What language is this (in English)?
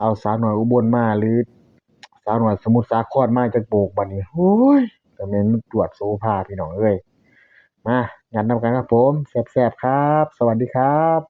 Northeastern Thai